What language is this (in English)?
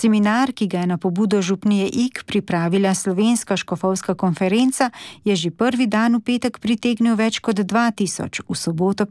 Slovenian